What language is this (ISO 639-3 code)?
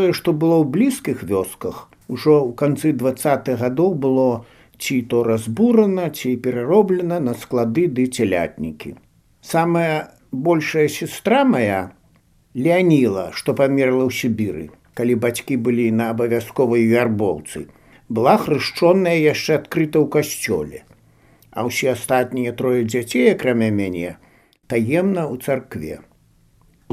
bel